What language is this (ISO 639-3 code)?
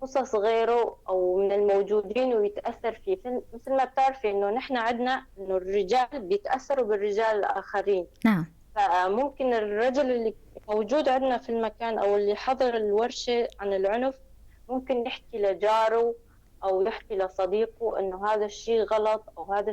apc